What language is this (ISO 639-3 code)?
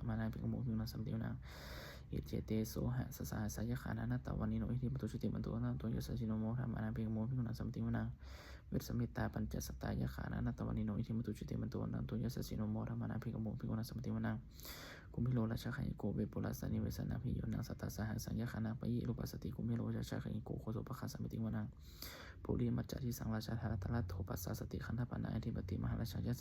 pli